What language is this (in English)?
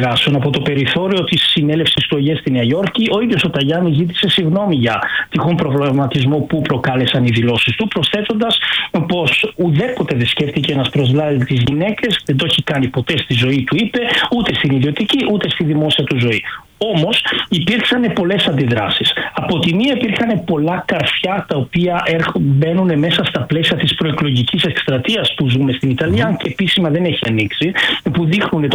Greek